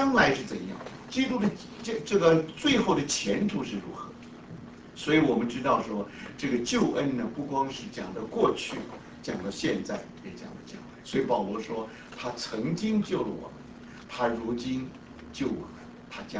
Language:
Chinese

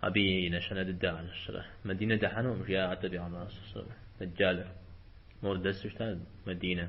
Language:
Kabardian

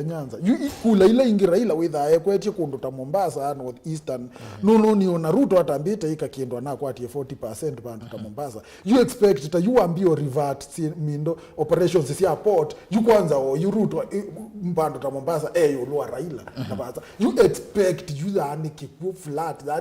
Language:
Kamba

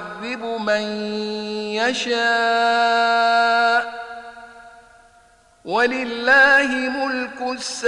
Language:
Arabic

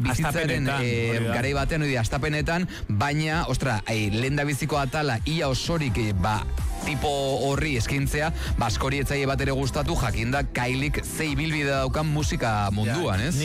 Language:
Basque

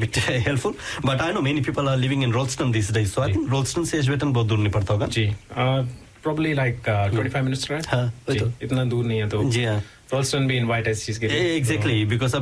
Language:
Hindi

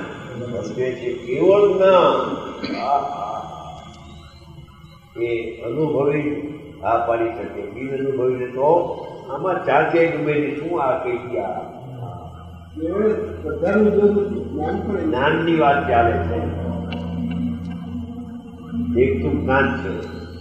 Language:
Gujarati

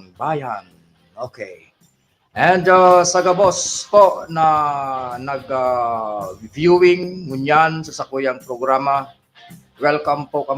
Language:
Bikol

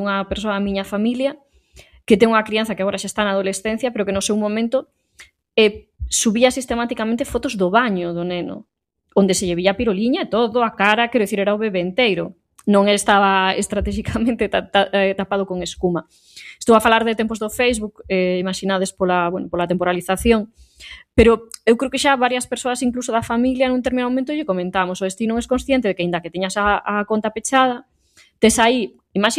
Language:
Galician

